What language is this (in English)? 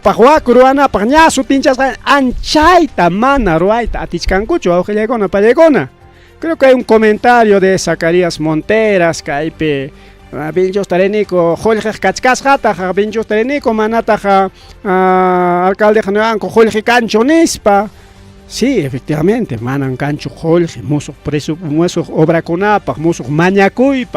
Ayacucho Quechua